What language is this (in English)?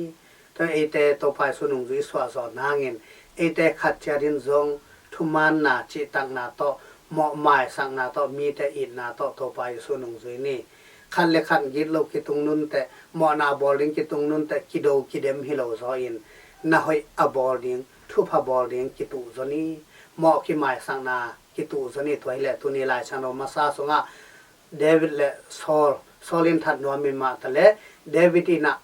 Tedim Chin